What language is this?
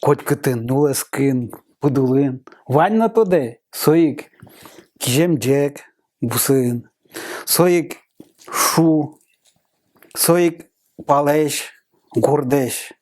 Udmurt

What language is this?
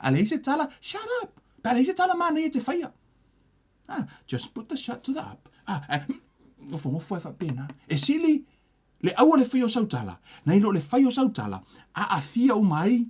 Samoan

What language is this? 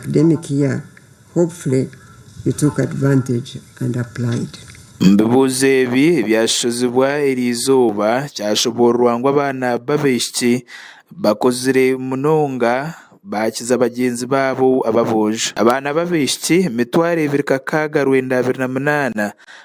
Nyankole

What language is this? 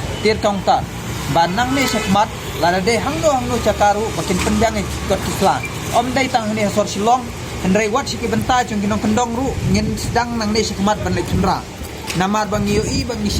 Khasi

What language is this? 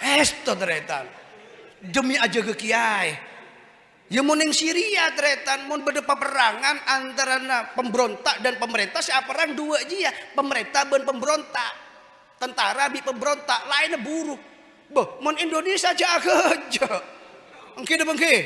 Madurese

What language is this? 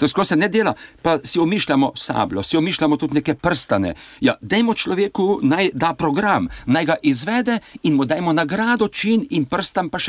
Slovenian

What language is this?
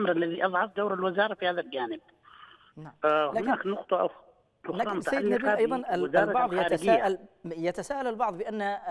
Arabic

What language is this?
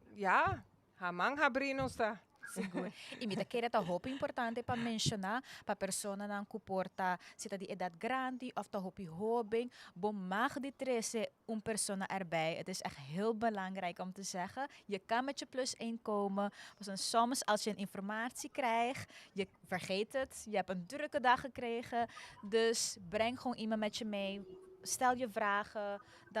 Papiamento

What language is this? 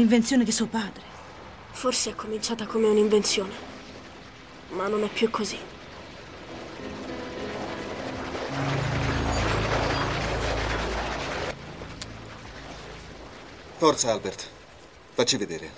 Italian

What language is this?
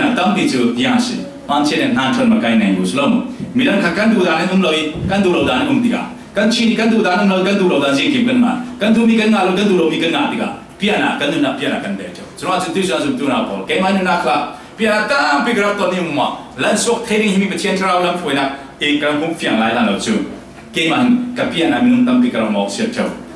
Falam Chin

